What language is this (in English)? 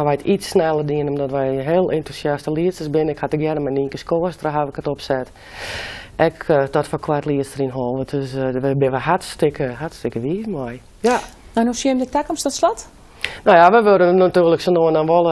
Western Frisian